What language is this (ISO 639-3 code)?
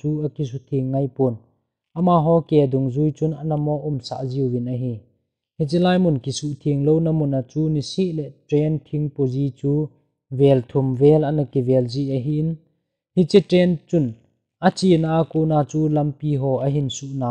tcz